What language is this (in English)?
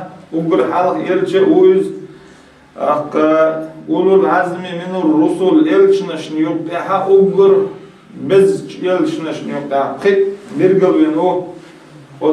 Chechen